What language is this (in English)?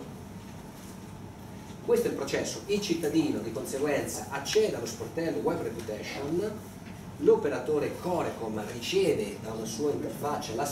Italian